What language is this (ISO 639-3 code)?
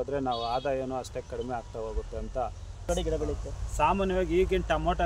kan